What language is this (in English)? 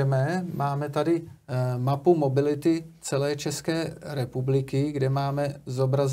Czech